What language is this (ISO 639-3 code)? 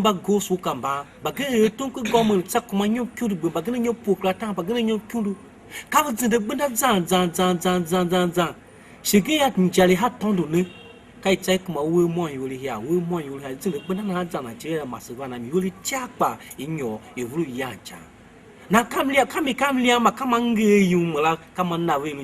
tiv